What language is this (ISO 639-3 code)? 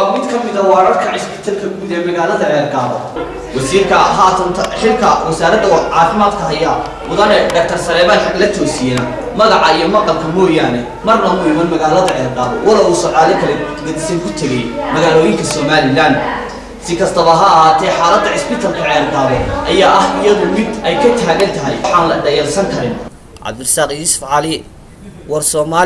som